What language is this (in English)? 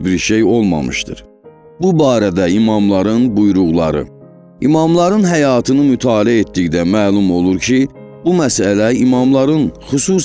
Azerbaijani